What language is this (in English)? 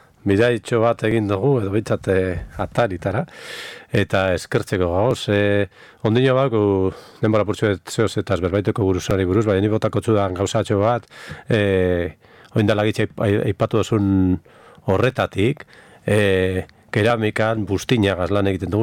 Basque